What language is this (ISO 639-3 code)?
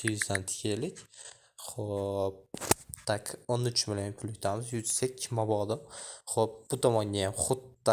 uzb